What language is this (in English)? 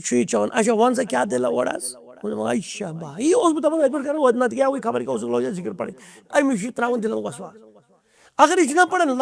Kashmiri